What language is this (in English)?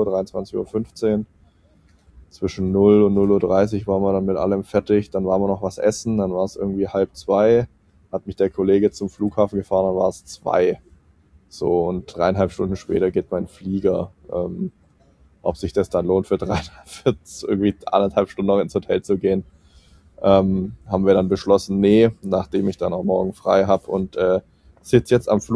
German